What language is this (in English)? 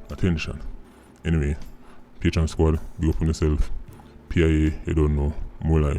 Jamaican Creole English